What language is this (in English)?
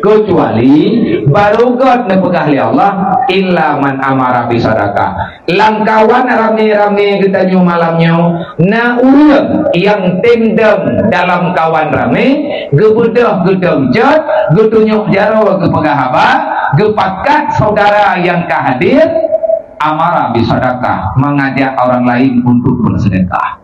Achinese